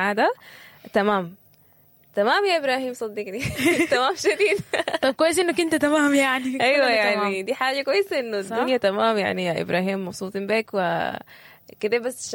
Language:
Sudanese Arabic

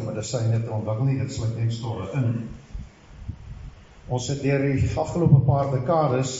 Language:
Afrikaans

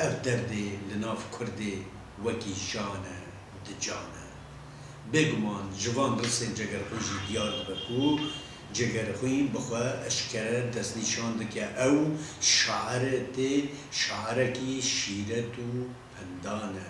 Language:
Kurdish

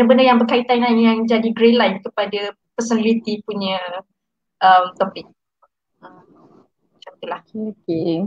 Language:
Malay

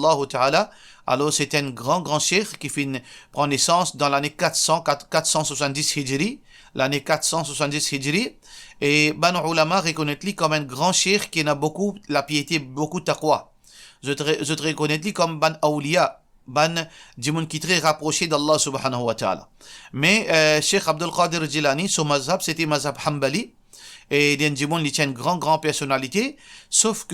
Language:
Morisyen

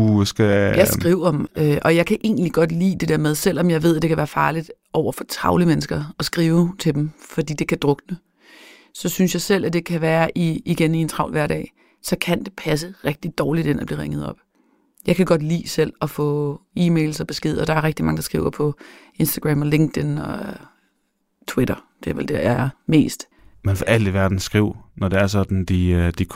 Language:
Danish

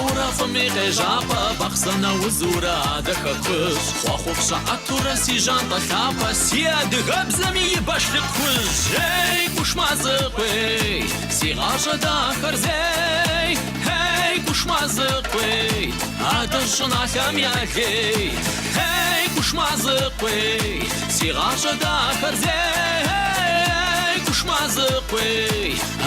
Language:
Kabardian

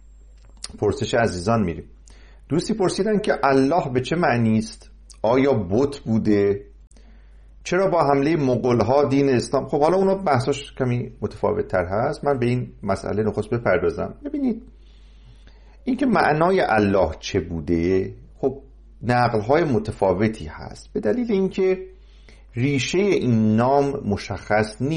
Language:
Persian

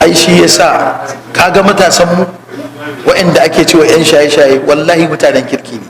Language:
Hausa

